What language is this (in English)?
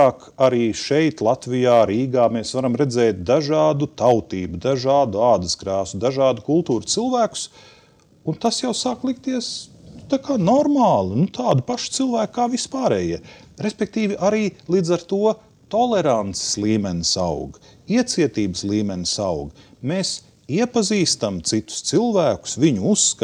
Latvian